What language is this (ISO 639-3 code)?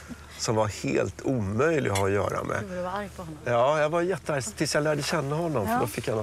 swe